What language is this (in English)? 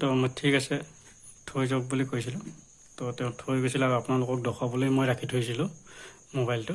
Assamese